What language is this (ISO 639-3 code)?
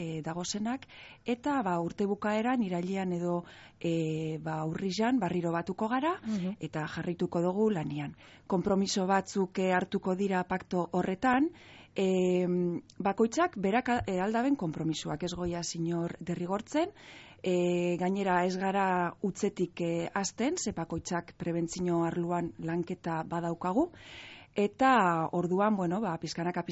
eus